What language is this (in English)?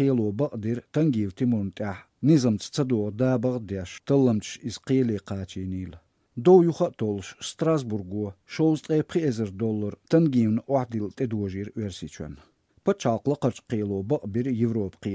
Chechen